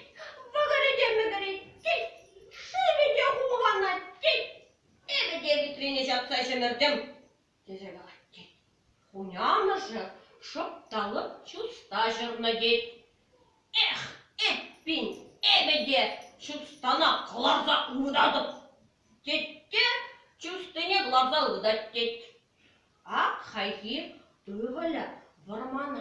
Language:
Chuvash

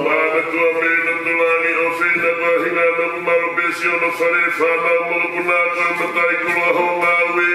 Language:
Tongan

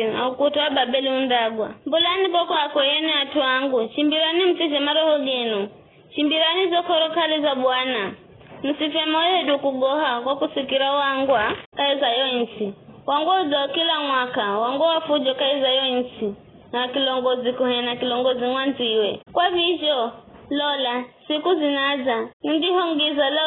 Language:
Giryama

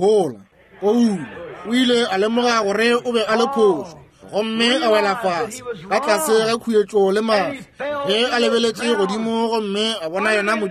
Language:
Northern Sotho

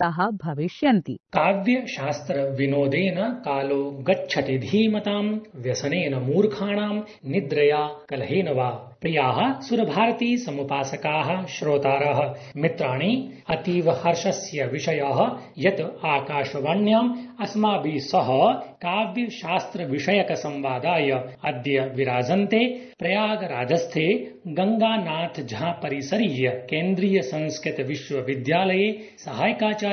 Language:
Sanskrit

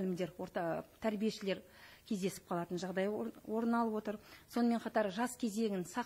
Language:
Kazakh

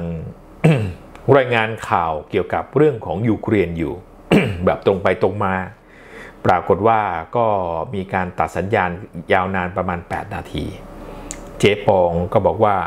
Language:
Thai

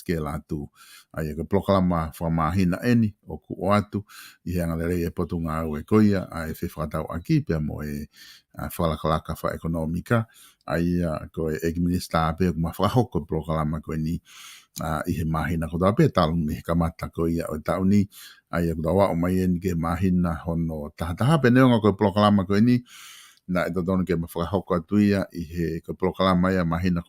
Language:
Tongan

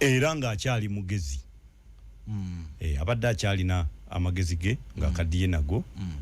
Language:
Ganda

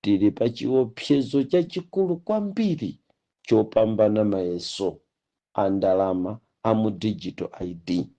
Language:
Nyanja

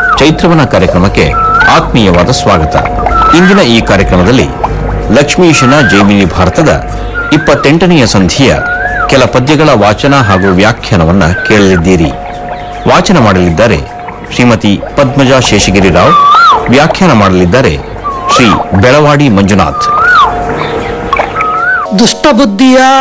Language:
Kannada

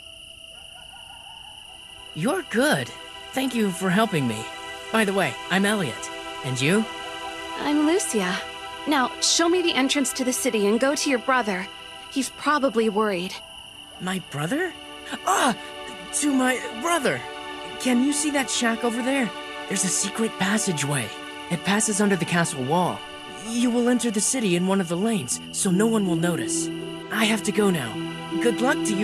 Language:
English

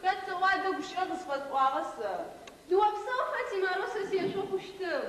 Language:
Adyghe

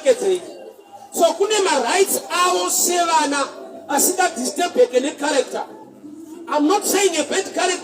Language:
Shona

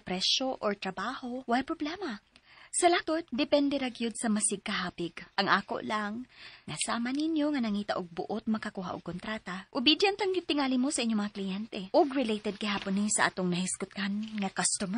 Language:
Cebuano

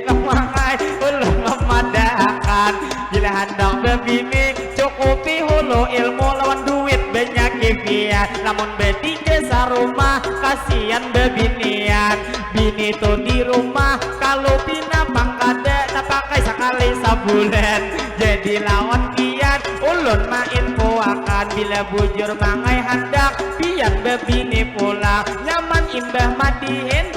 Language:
Banjar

